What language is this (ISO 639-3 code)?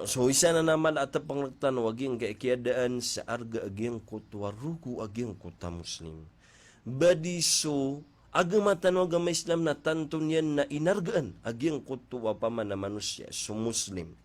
mrw